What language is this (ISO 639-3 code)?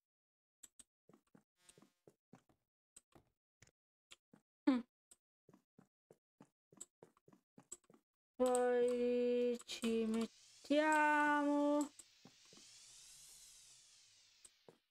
ita